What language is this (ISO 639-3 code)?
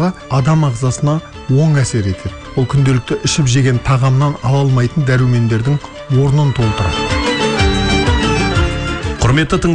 kaz